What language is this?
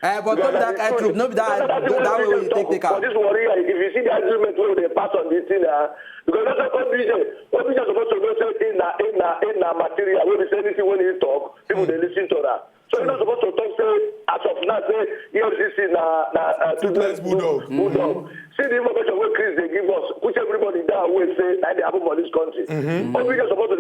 Nigerian Pidgin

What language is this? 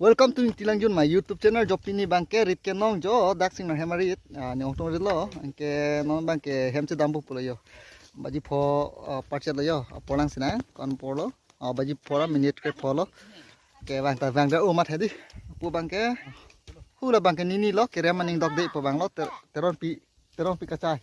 Karbi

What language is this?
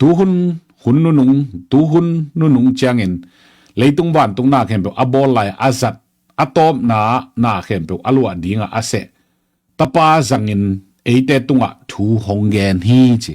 Tedim Chin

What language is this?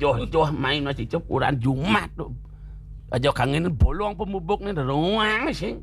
Balinese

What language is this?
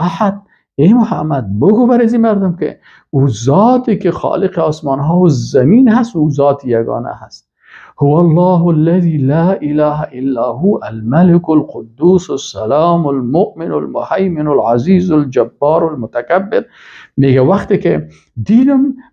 Persian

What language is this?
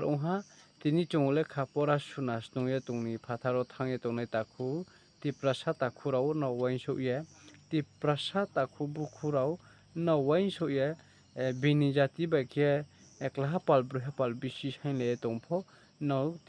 Riang (India)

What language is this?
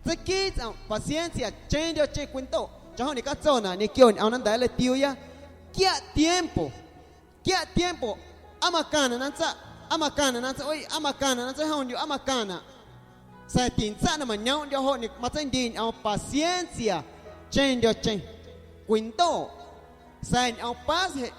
Guerrero Amuzgo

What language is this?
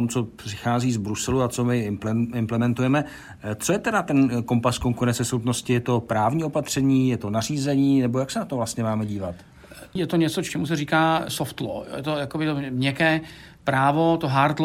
Czech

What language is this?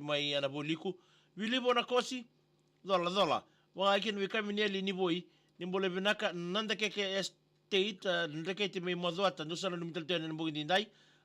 Fijian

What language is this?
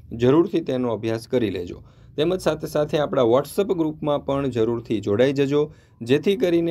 Gujarati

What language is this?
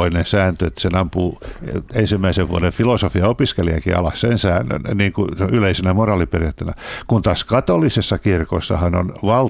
Finnish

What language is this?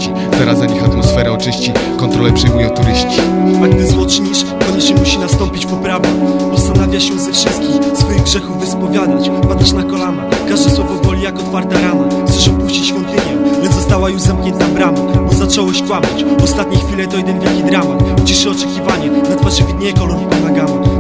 Polish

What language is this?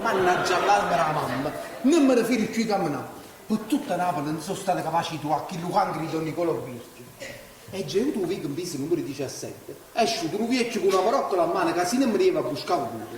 Neapolitan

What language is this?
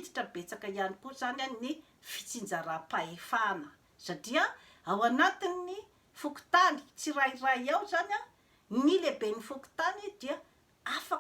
Malagasy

